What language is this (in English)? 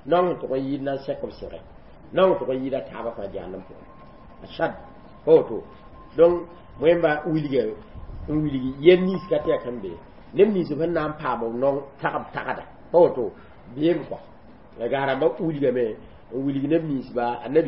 Mossi